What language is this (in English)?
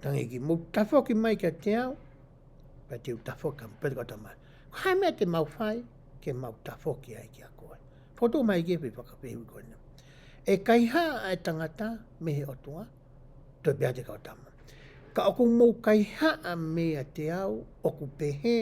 Tongan